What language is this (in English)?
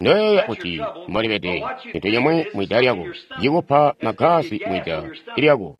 Tonga (Zambia)